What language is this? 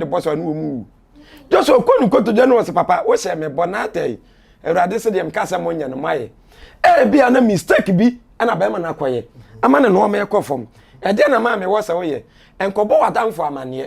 Akan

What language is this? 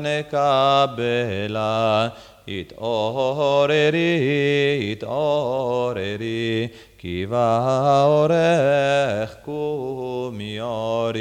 Hebrew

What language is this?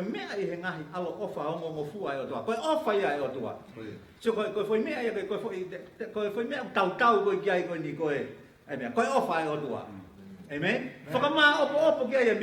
Tongan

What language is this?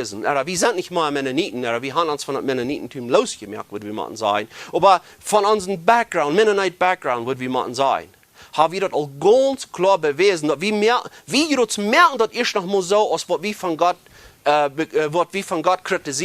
Plautdietsch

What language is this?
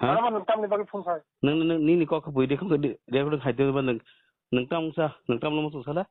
Kok Borok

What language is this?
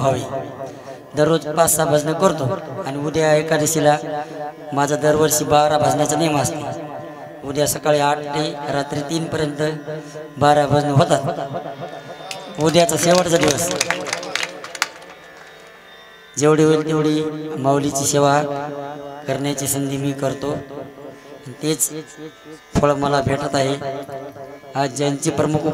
Marathi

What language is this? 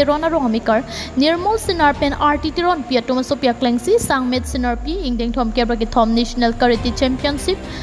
Karbi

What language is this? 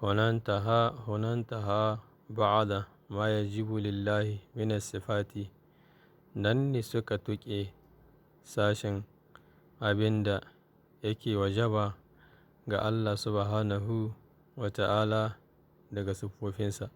Hausa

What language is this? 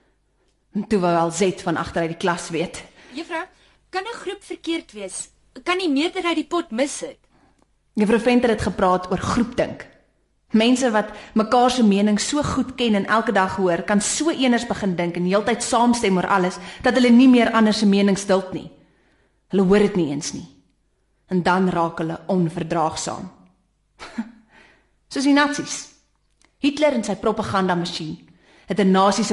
Afrikaans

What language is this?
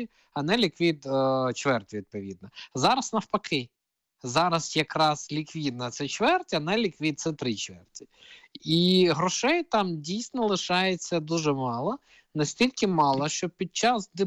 Ukrainian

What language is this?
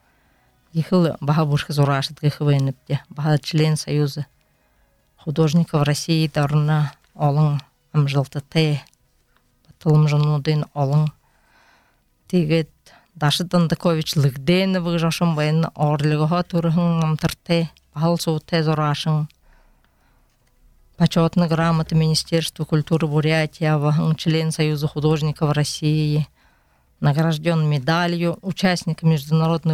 Buriat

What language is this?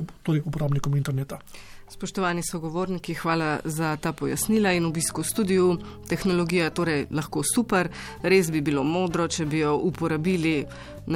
Slovenian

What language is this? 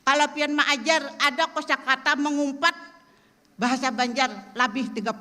Banjar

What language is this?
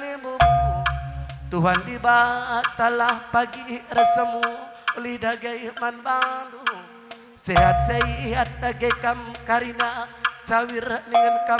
Batak Karo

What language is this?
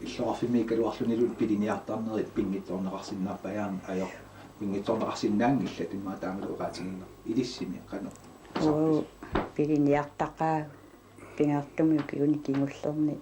Kalaallisut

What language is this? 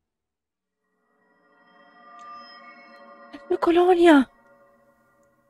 Italian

